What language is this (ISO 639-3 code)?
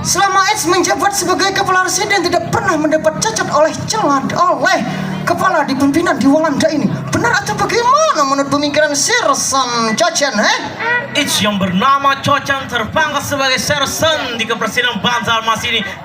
bjn